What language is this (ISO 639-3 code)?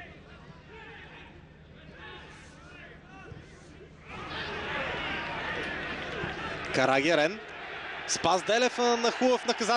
bul